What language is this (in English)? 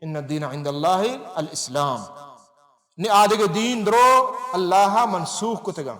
Baluchi